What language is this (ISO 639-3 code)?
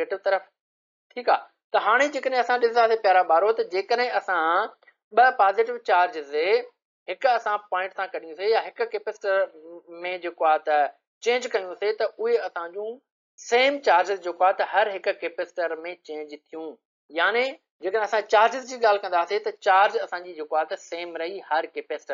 snd